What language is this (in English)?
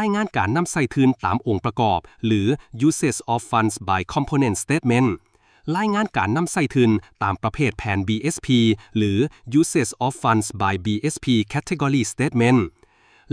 Lao